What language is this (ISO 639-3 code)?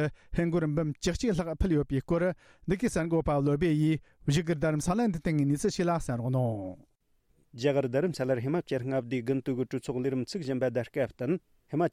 bod